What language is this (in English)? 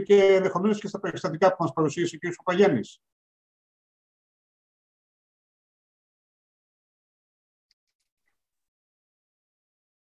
Greek